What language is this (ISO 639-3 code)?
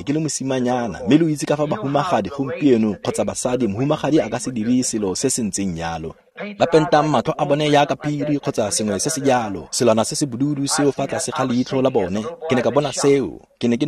tsn